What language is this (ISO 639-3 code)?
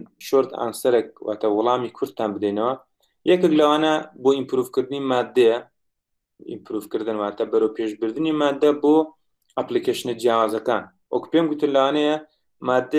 ckb